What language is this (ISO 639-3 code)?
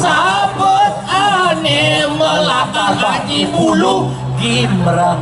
ban